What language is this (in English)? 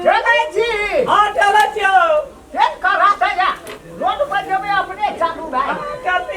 Maithili